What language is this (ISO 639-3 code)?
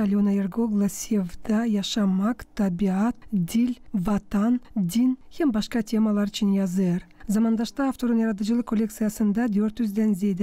gag